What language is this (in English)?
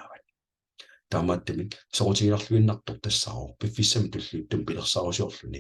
Kalaallisut